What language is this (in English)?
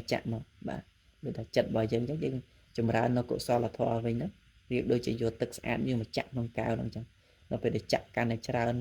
Khmer